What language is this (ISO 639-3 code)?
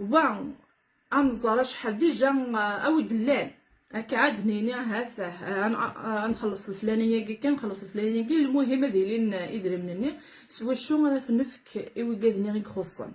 kab